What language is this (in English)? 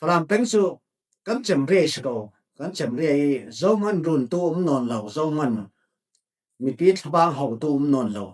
Falam Chin